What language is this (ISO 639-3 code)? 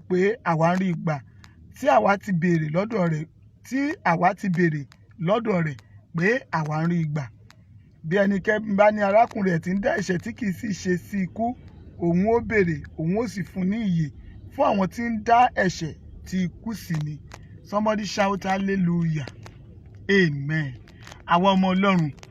yor